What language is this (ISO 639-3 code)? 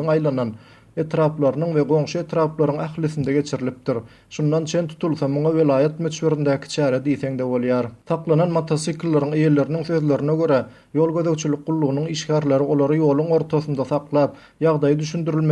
tuk